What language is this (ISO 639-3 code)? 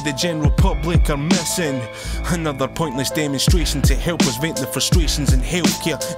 eng